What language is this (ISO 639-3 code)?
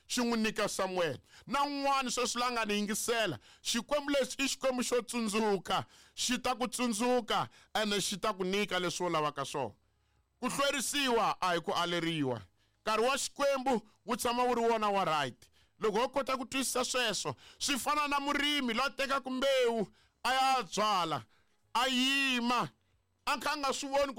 tso